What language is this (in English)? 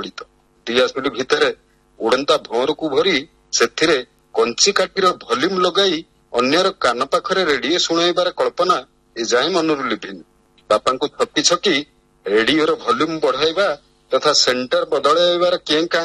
Odia